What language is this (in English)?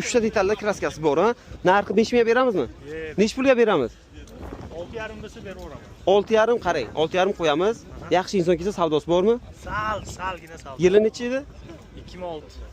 Uzbek